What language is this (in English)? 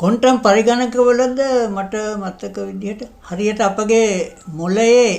Sinhala